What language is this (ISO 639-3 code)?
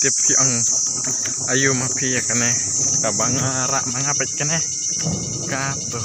kha